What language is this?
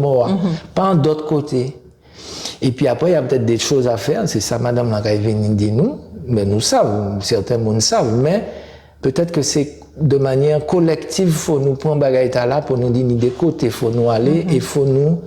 Guadeloupean Creole French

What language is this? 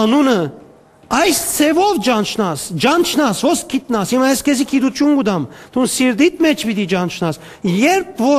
Western Armenian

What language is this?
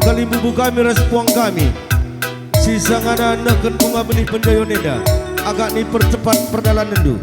Batak Karo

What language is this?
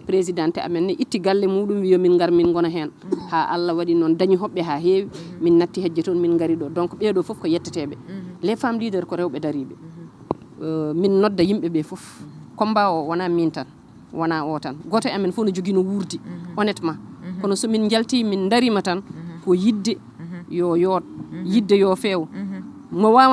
Fula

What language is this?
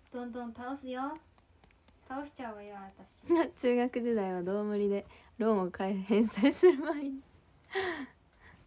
Japanese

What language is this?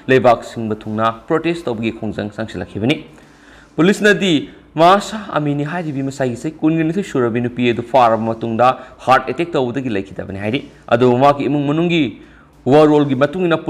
Manipuri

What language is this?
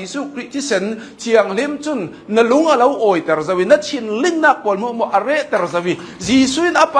Hakha Chin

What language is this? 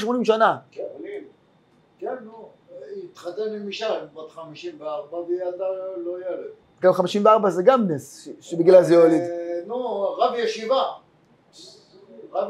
Hebrew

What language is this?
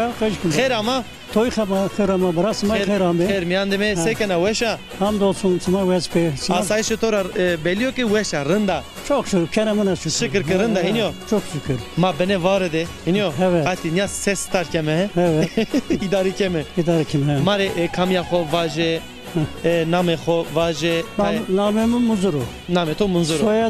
Zaza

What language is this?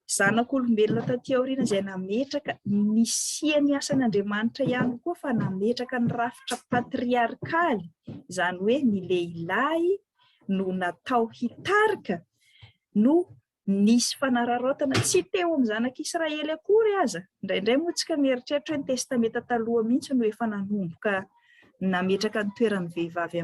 Malagasy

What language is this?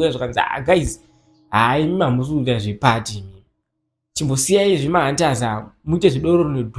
Shona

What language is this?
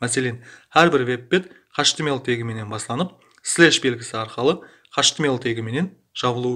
Kara-Kalpak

